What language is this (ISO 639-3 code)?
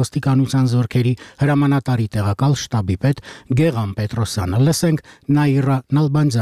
hye